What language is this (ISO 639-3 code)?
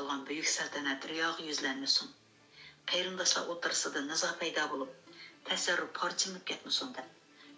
uig